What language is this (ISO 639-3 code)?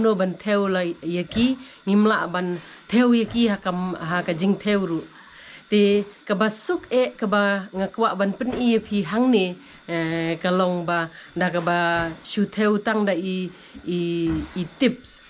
kha